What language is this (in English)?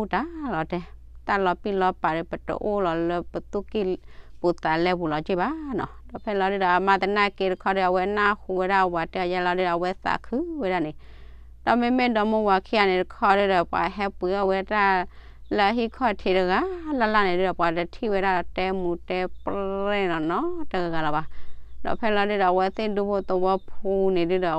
S'gaw Karen